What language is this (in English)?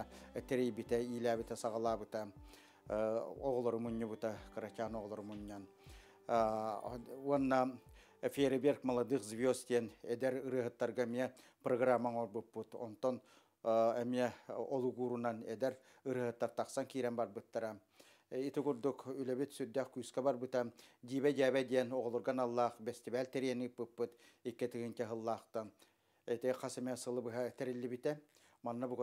Yakut